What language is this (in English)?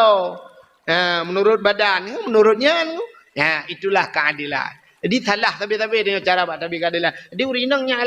Achinese